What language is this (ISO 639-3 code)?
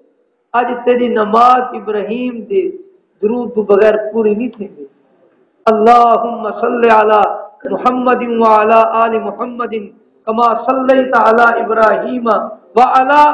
skr